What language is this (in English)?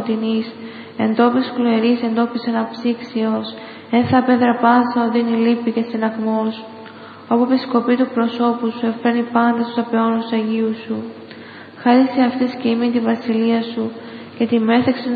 Greek